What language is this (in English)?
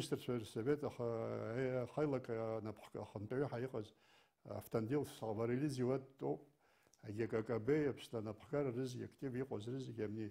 Abkhazian